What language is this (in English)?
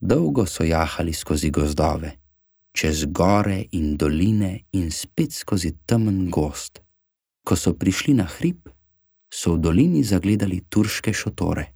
Slovenian